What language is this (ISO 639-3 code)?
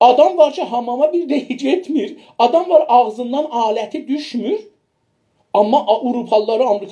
azb